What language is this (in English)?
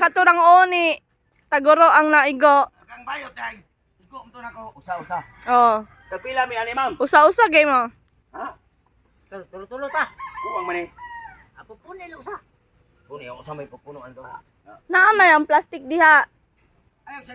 Cebuano